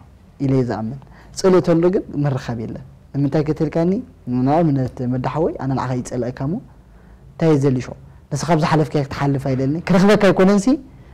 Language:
Tigrinya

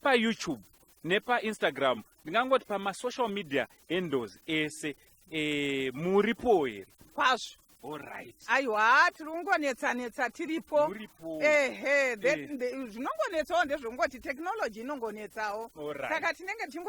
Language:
Shona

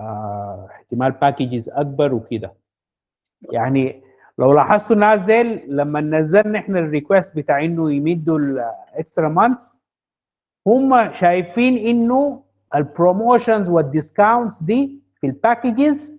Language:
Sudanese Arabic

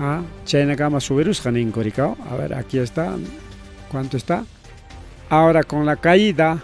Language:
Ayacucho Quechua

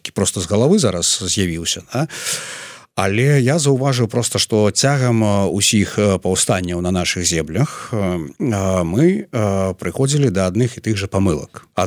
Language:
Belarusian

